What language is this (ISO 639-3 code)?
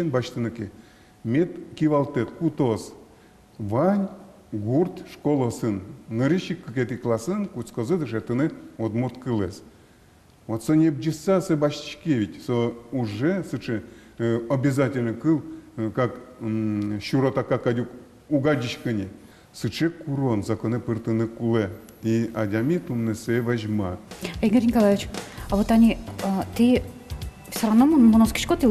udm